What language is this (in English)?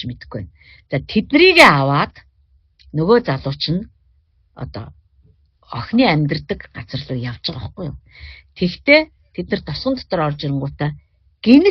Mongolian